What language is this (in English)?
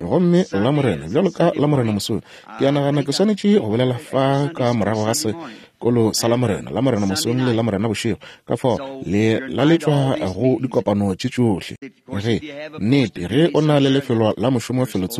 Northern Sotho